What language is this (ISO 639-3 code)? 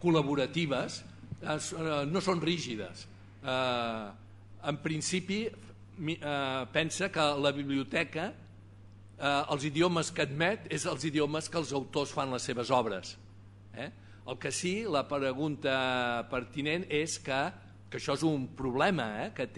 cat